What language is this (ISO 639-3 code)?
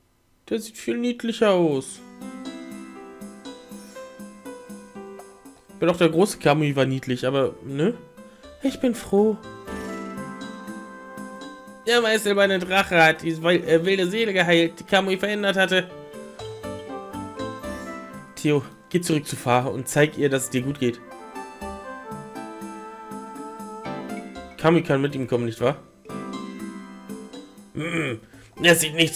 deu